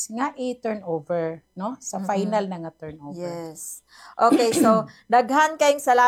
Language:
Cebuano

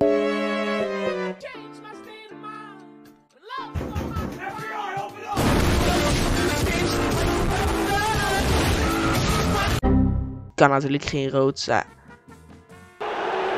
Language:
Dutch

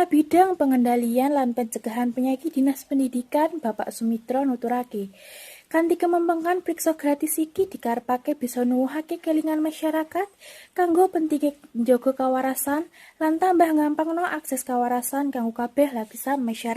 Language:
Javanese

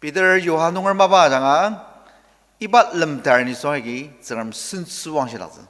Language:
Ao Naga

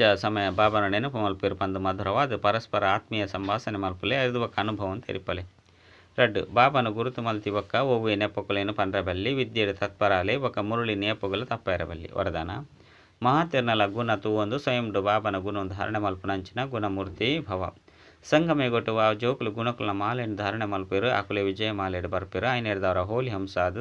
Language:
Tulu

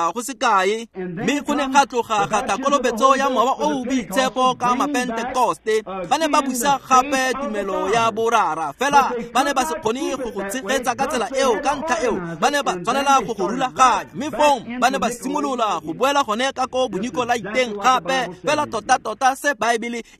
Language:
Tswana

